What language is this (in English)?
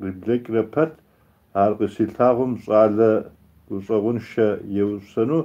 Kabardian